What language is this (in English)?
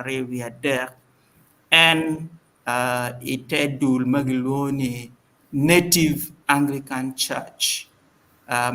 Acoli